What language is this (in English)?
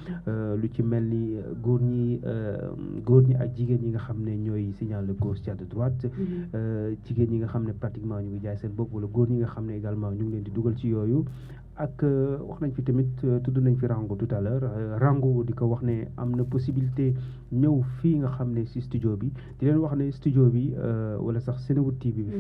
Wolof